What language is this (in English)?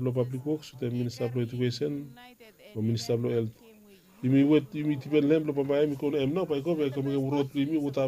Bislama